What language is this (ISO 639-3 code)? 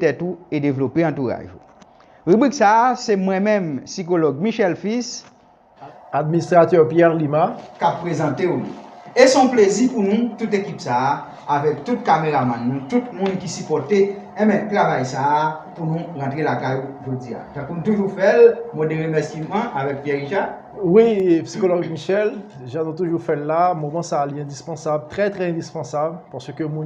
hat